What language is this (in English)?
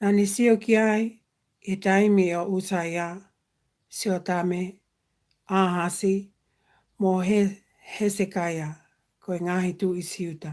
Tongan